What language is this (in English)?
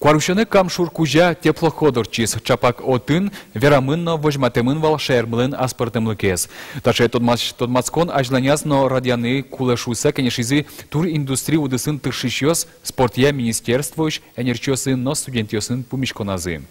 Udmurt